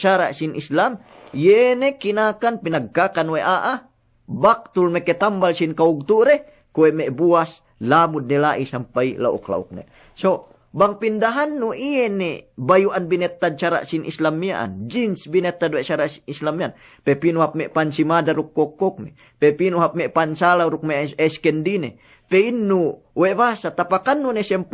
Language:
Yakan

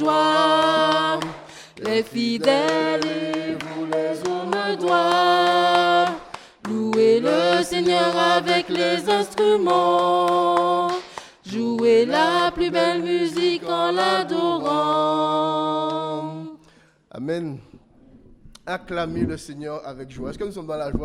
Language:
French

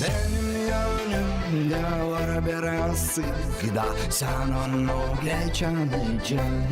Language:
Gagauz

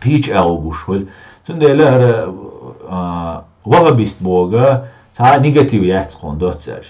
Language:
Chechen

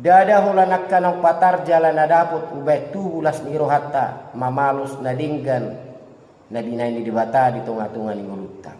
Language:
Batak Toba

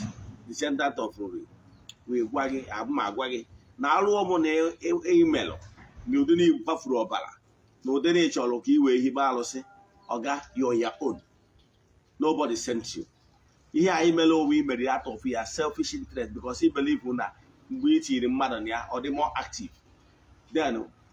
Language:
Igbo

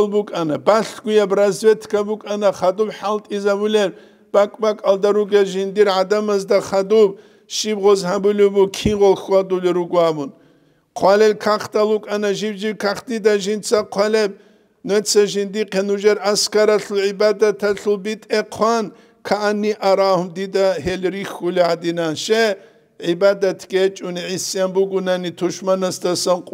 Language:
Avaric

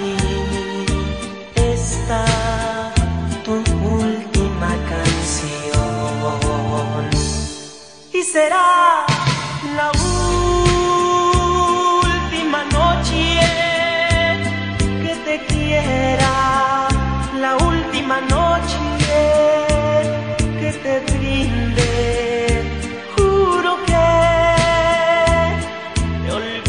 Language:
Spanish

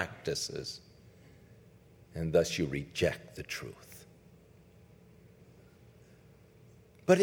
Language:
English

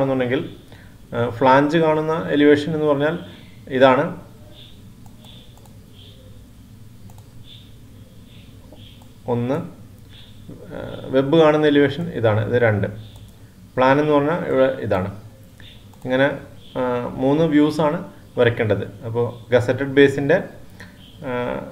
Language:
Malayalam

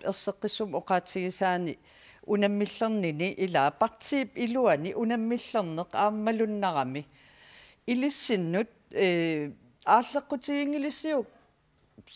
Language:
Kalaallisut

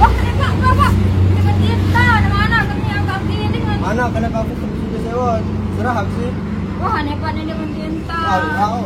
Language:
Sasak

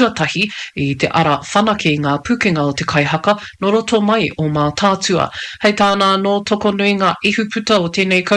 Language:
Māori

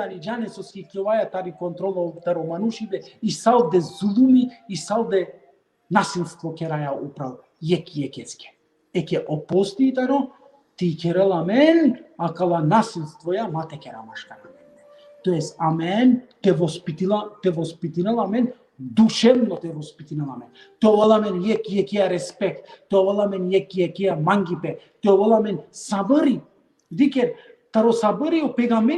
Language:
Balkan Romani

